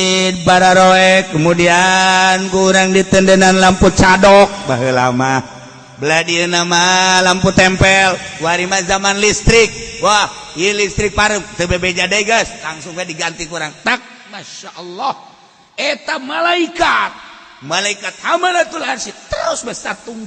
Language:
Sundanese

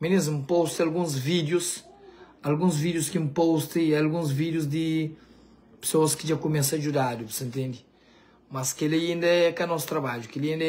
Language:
Kabuverdianu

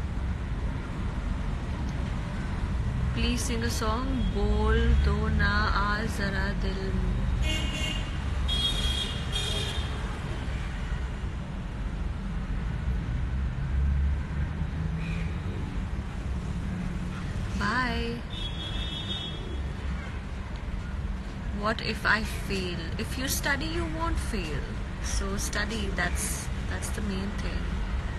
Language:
English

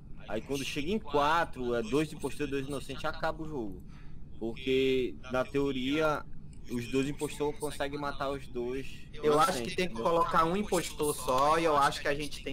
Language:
Portuguese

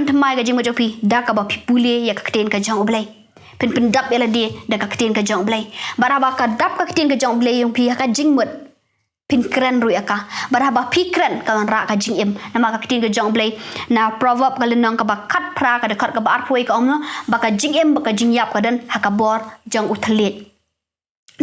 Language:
Khasi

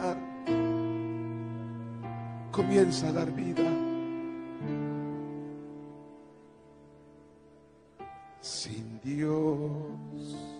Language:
Spanish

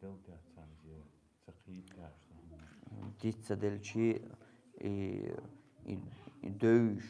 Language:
Chechen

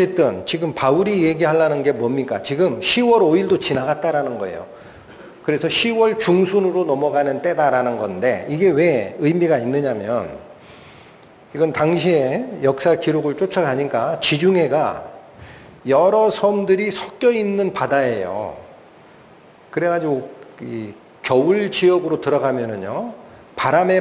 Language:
Korean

